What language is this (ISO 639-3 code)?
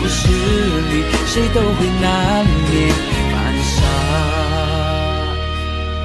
zho